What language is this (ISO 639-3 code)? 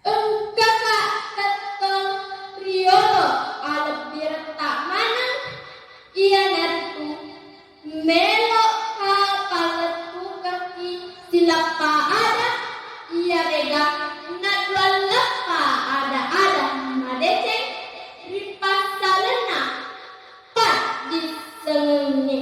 bug